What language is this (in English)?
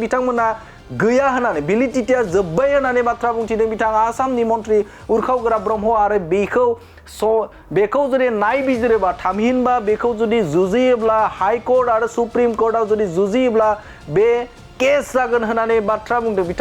Bodo